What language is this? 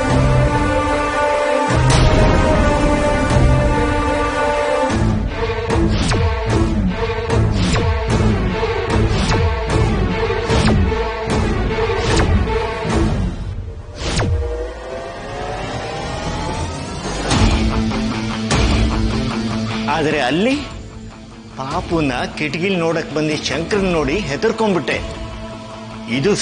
Kannada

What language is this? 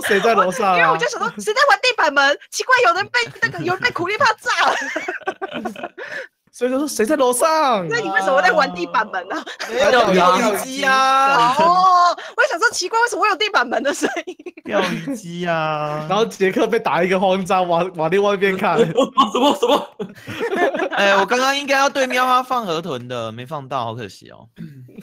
Chinese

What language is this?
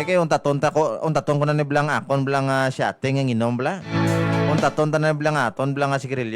Hiligaynon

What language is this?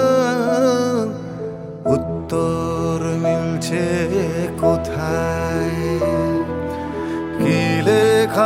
Bangla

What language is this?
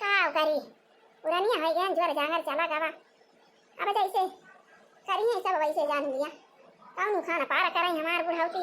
Awadhi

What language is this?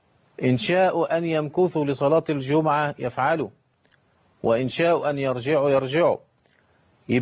Egyptian Arabic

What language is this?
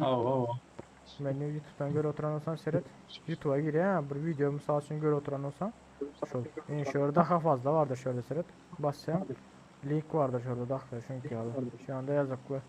Turkmen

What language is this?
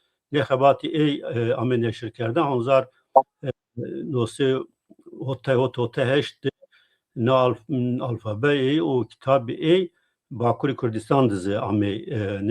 Zaza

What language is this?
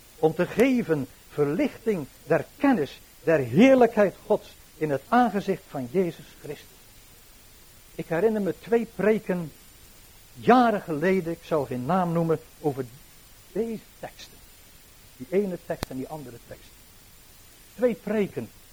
Dutch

